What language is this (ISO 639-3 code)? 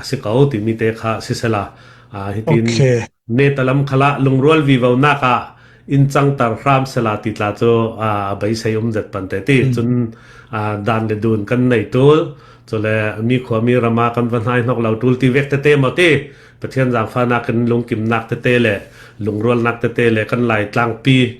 cfm